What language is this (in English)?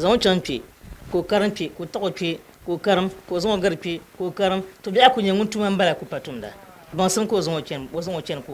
Dagbani